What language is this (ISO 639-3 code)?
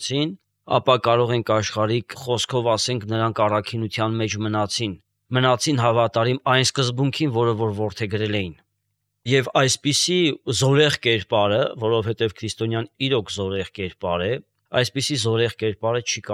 hye